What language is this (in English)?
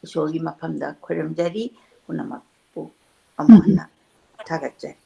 Manipuri